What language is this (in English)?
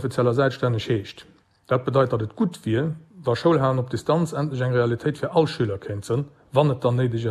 Luxembourgish